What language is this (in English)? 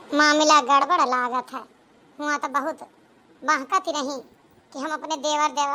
Awadhi